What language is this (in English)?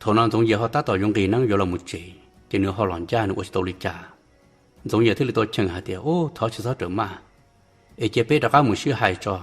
Hmong